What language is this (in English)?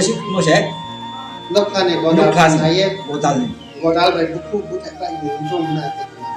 Riang (India)